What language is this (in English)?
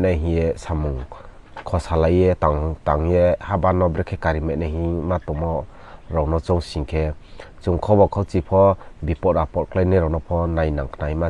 Riang (India)